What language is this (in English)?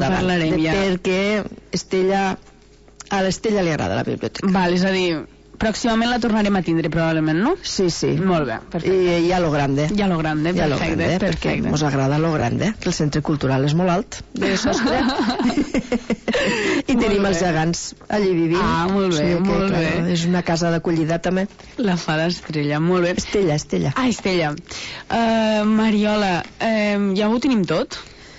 Catalan